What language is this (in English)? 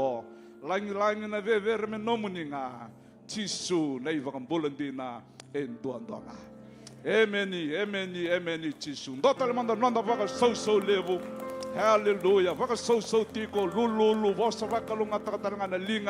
Fijian